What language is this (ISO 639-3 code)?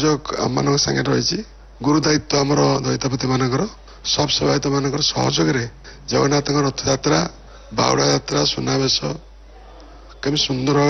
ori